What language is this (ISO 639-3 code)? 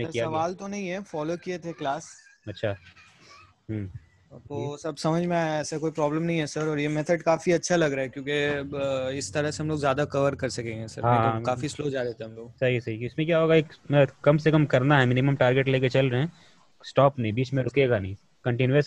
urd